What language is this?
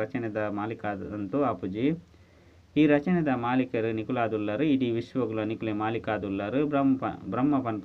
Tulu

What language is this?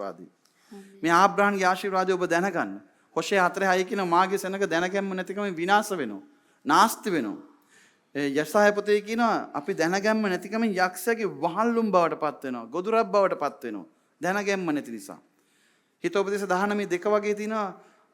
Sinhala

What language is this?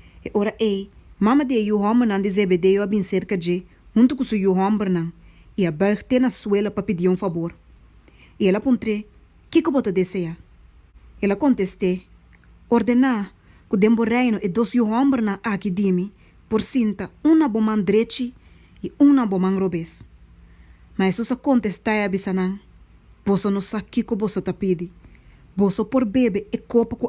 Papiamento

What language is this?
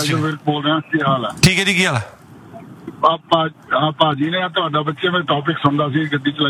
Punjabi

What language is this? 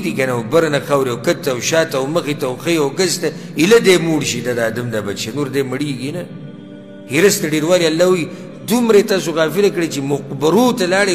Pashto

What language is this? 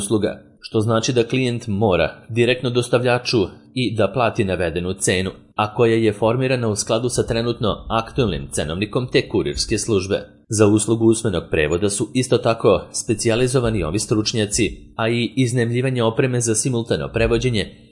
Serbian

